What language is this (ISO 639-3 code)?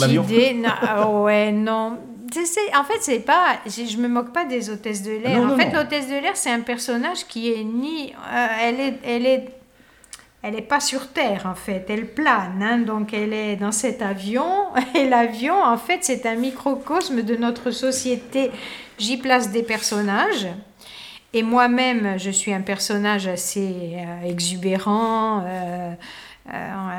fra